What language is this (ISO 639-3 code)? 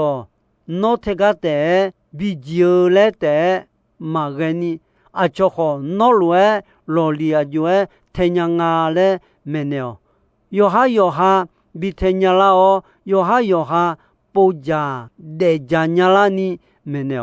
ahk